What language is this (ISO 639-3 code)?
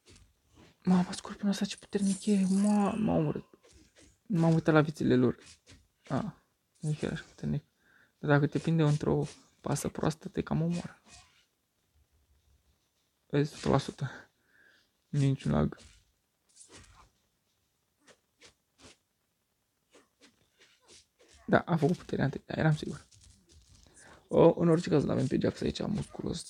ron